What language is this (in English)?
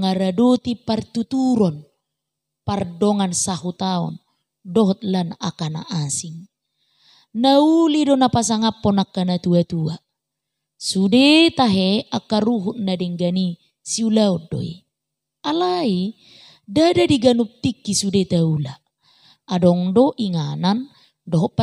Batak Toba